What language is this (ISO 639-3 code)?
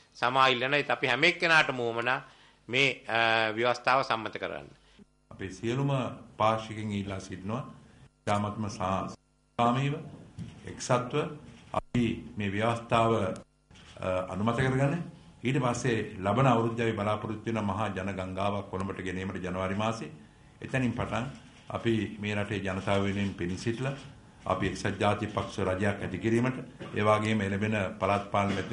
sin